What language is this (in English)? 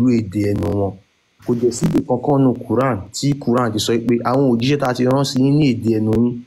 Yoruba